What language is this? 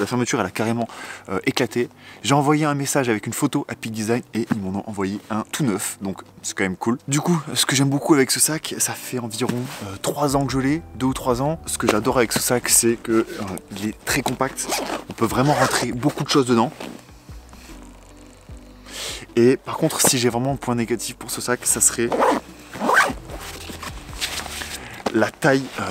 French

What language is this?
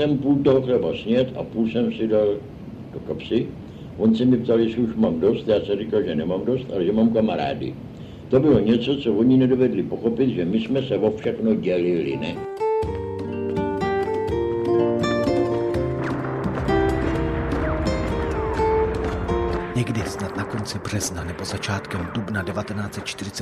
Czech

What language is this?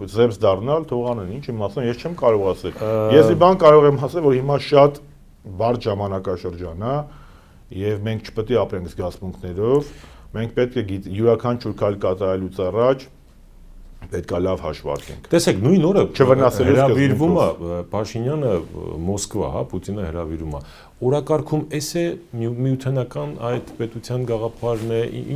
Armenian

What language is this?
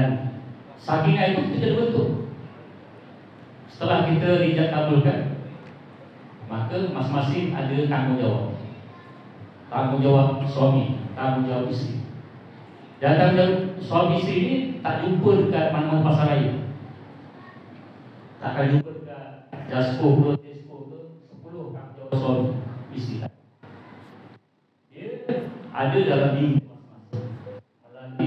Malay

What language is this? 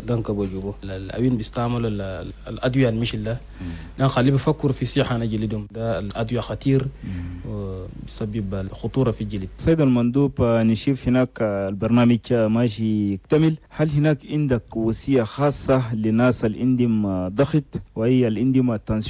Chadian Arabic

